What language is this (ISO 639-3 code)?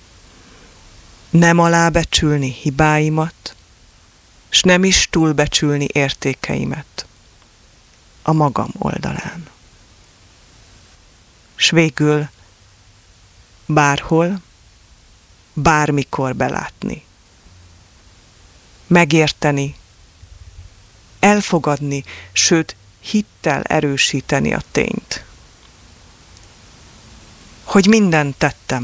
hun